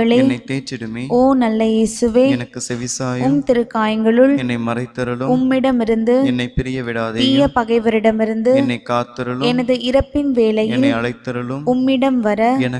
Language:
Tamil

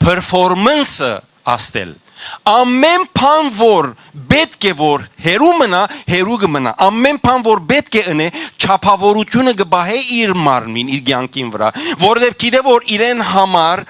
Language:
Western Armenian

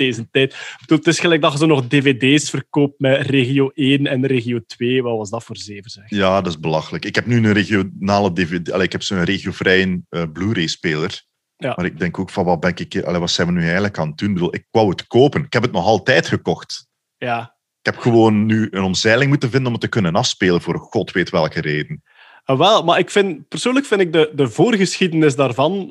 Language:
Dutch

